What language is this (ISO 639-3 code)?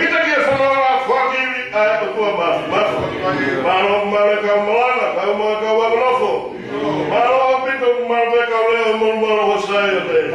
ton